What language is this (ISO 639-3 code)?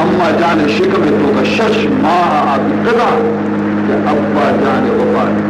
bal